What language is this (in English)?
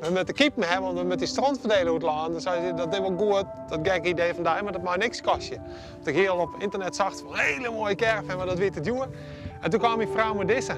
Western Frisian